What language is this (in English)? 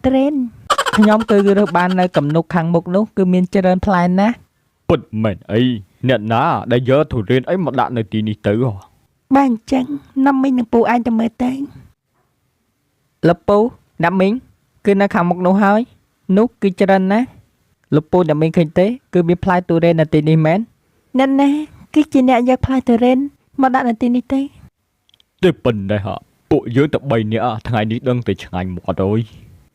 Khmer